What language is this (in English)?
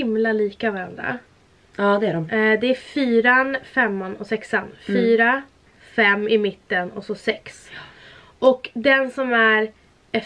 Swedish